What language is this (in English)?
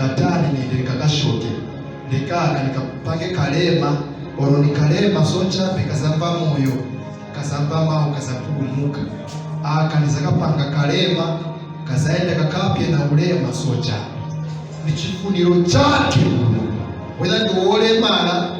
Nyanja